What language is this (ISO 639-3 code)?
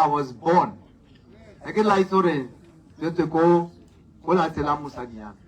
tsn